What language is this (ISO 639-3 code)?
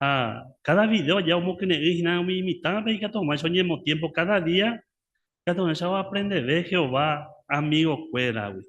grn